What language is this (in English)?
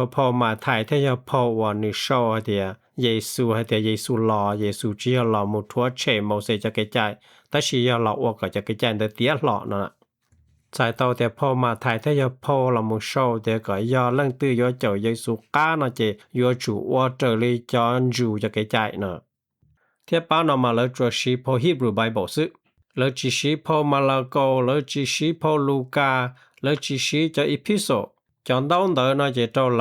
Hmong